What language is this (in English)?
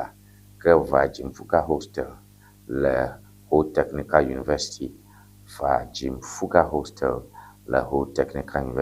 Ewe